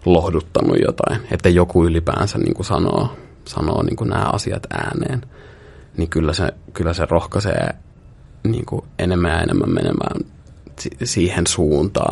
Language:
Finnish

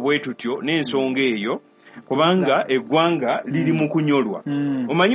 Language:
Ganda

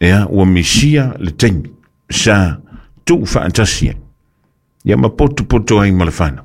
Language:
Samoan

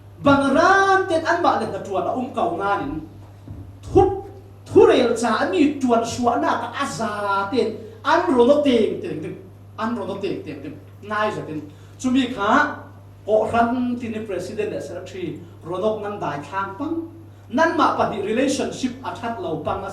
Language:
Falam Chin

